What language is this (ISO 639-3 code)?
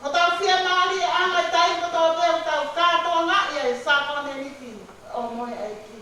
ton